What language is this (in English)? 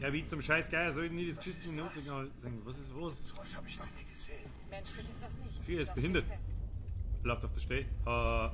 Bavarian